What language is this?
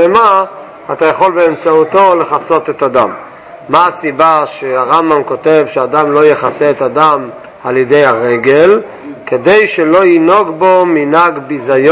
Hebrew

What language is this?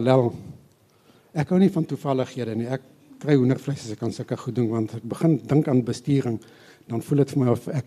Afrikaans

